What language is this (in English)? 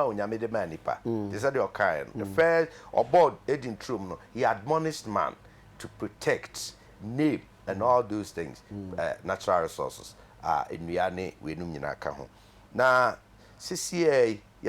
Akan